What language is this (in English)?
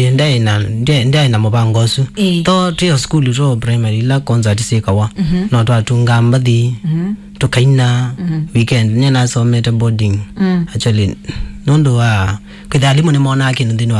Kamba